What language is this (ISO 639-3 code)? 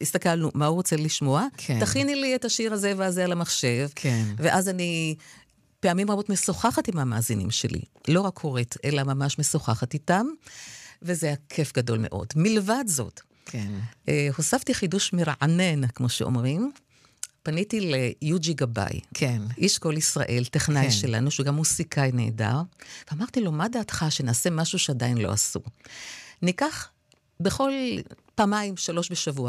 heb